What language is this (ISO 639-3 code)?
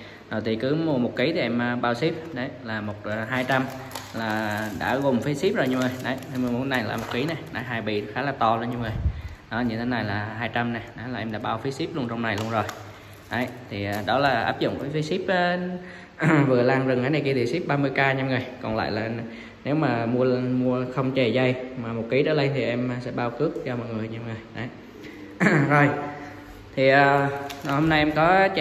vie